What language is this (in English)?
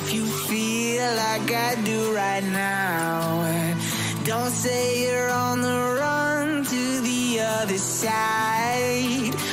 English